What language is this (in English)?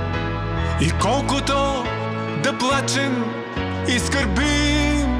Bulgarian